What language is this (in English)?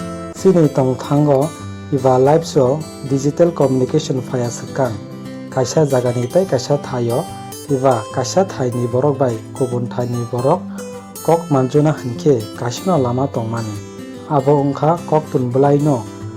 Kok Borok